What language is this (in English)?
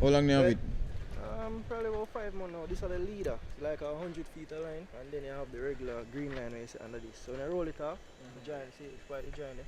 Jamaican Creole English